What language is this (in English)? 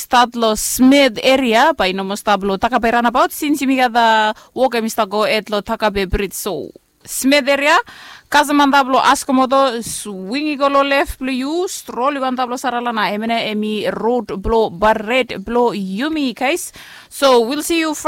Bislama